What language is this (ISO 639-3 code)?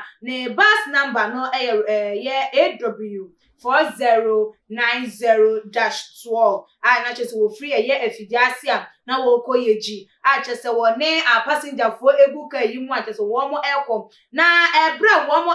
aka